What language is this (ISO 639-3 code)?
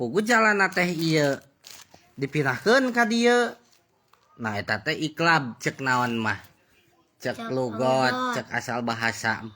sun